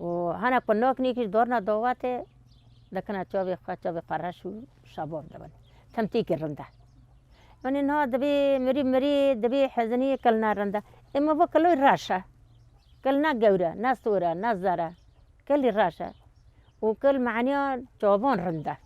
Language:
Kurdish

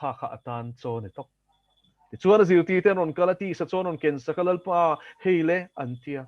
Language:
Mizo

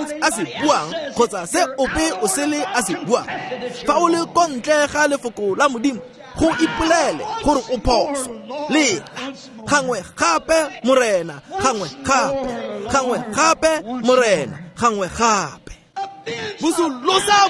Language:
Tswana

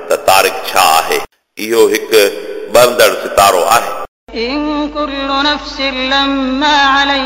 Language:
Sindhi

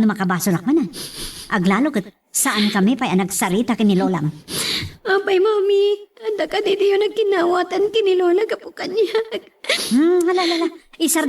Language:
Iloko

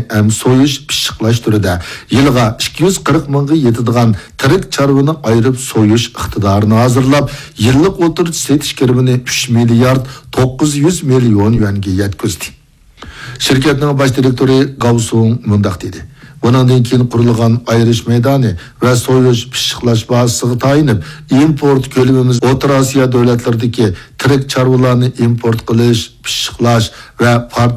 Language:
Uyghur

